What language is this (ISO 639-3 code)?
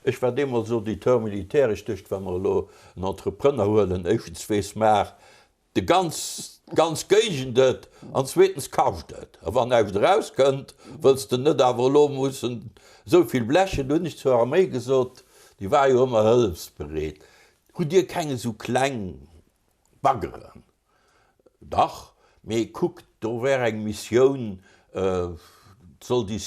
ltz